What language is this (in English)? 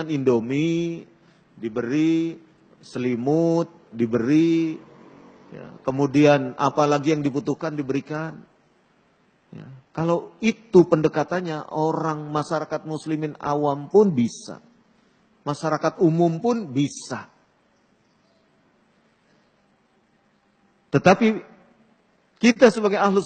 Indonesian